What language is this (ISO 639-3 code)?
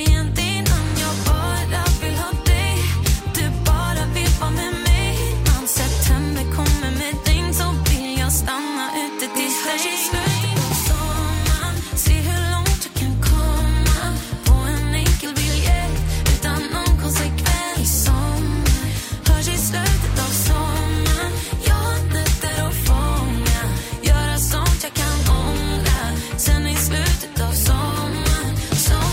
swe